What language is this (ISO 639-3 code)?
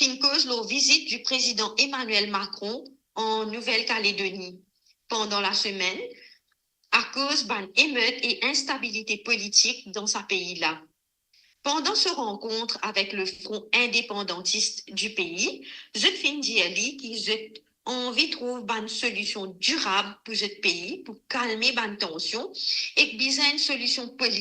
mfe